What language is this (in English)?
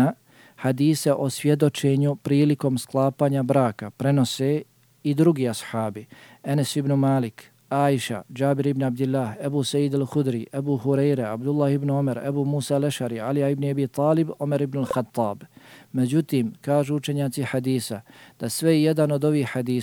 Bosnian